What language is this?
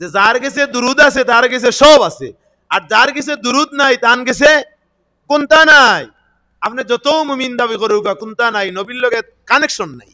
Sylheti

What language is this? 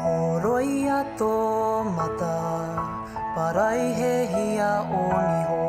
Māori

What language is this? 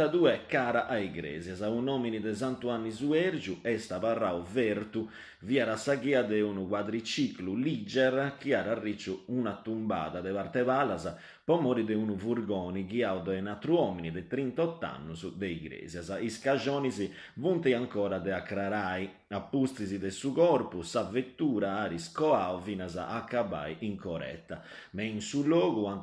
Sardinian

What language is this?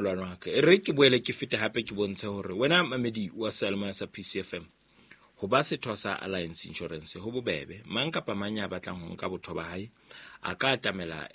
Southern Sotho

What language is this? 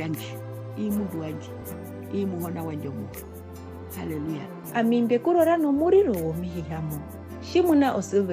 Herero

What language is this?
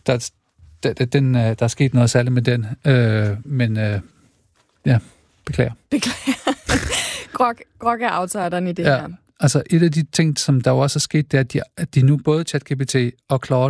Danish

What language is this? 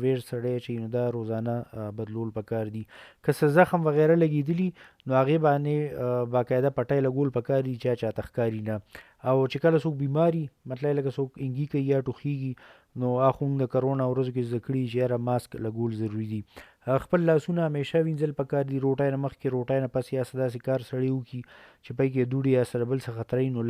Pashto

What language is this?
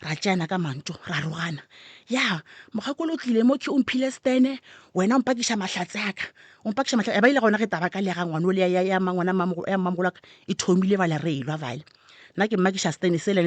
Northern Sotho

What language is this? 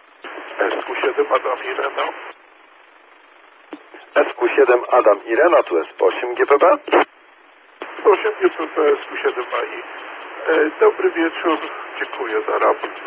Polish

